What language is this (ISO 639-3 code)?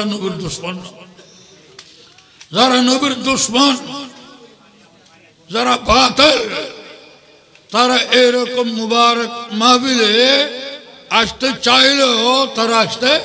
ben